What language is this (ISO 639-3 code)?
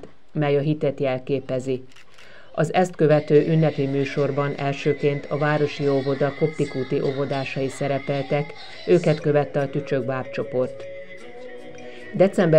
hun